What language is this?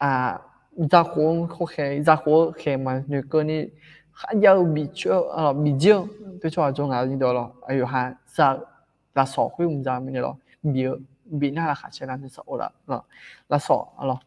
Akha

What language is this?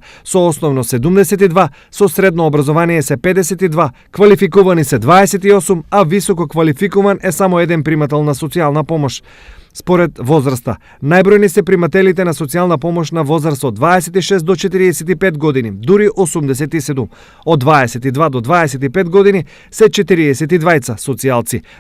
Macedonian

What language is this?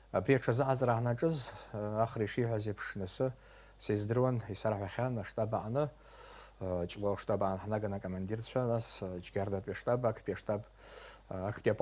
Abkhazian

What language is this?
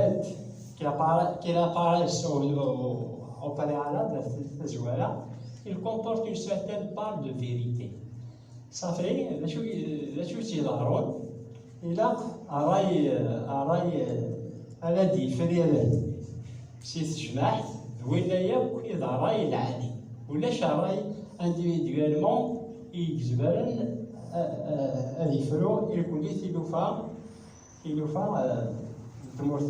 Kabyle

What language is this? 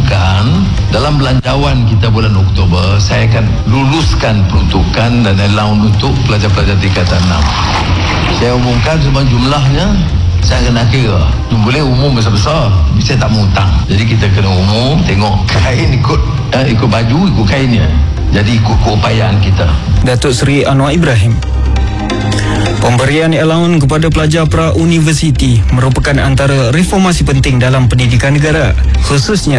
Malay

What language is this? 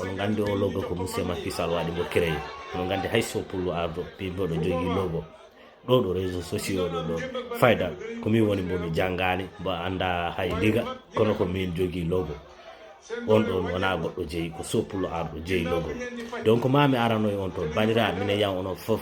Fula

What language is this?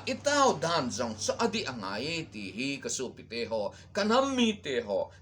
Thado Chin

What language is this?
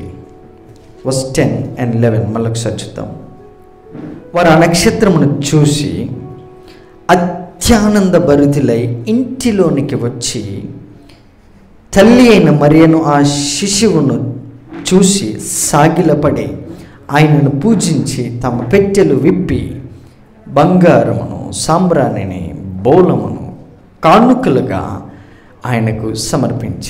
Telugu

